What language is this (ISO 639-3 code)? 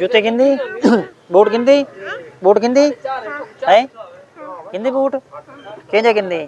skr